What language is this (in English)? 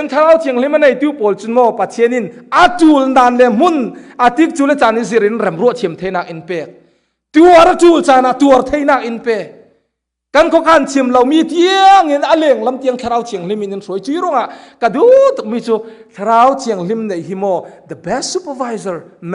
Falam Chin